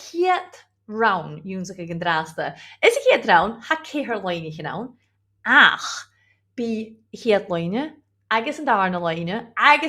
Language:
Scottish Gaelic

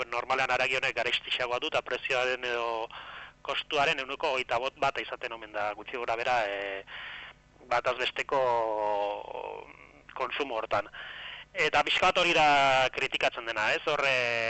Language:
Basque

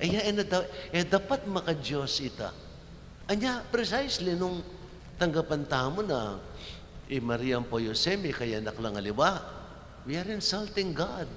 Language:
Pampanga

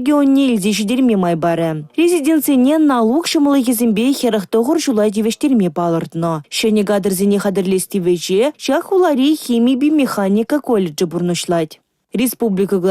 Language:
Chuvash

